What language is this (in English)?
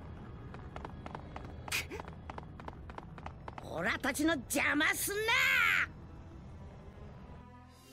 Japanese